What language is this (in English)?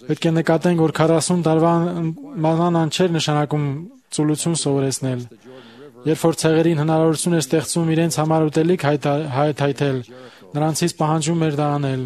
Armenian